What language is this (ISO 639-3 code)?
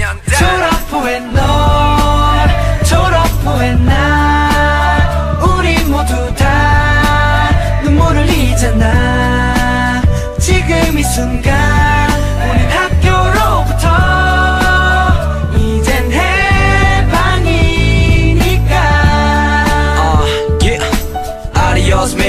kor